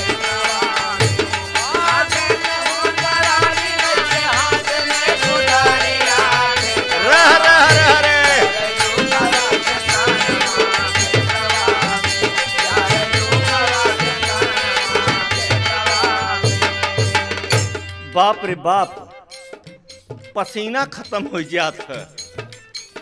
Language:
Bhojpuri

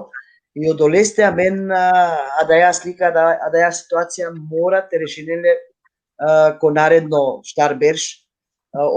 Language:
Balkan Romani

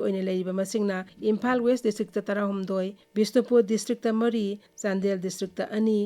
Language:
Manipuri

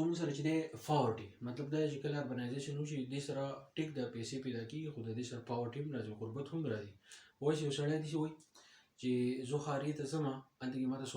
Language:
Pashto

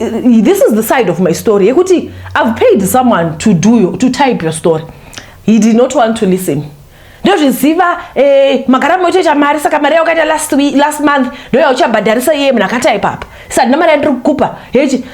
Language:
Shona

